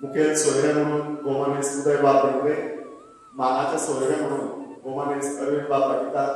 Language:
Konkani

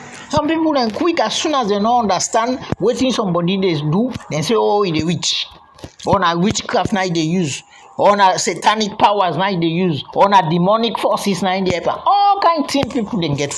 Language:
Krio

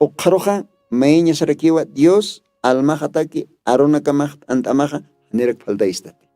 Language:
Aymara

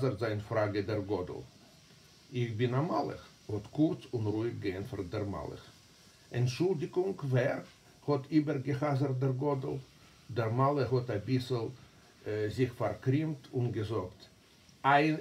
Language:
Yiddish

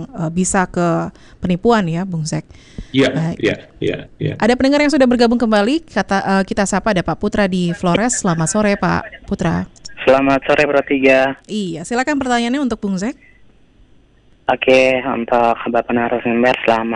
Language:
Indonesian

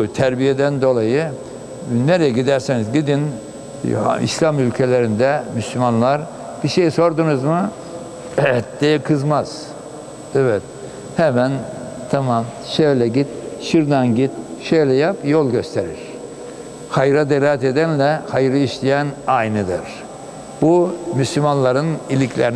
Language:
Turkish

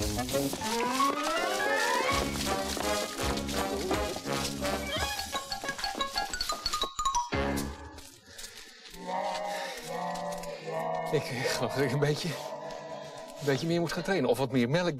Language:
Dutch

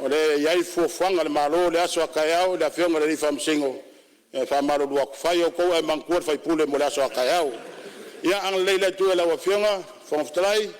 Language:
Samoan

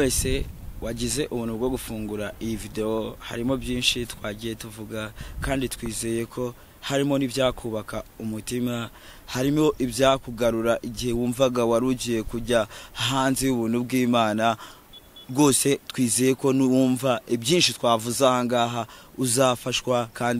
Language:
Kinyarwanda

